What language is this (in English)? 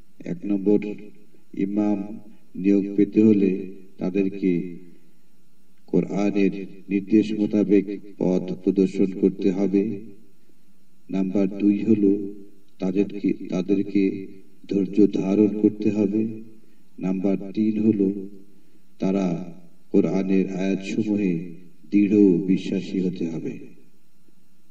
Bangla